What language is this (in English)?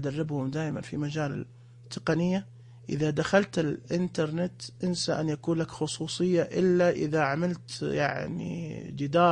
Najdi Arabic